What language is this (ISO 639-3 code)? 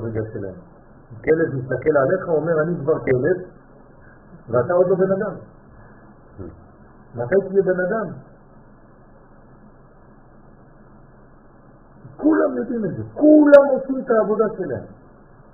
heb